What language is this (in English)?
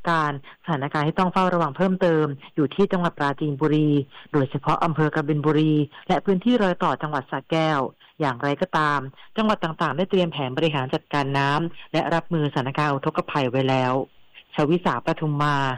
Thai